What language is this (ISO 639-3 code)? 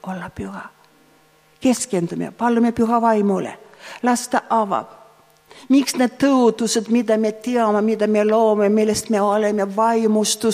est